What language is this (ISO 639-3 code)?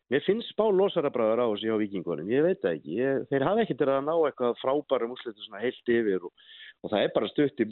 isl